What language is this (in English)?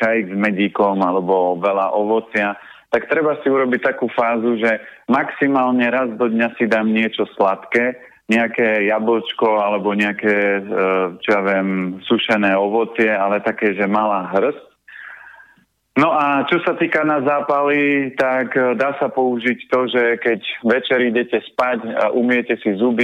Slovak